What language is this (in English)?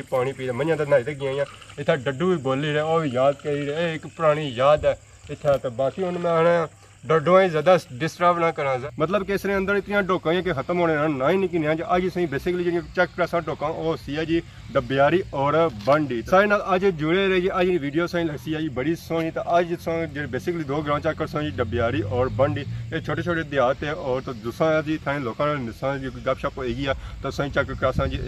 Pahari-Potwari